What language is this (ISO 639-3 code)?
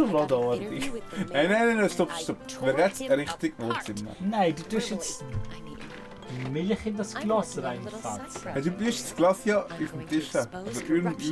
gsw